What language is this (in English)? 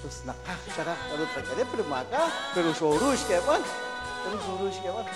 Kekchí